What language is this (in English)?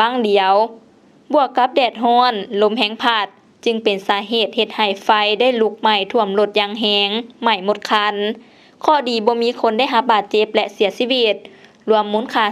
Lao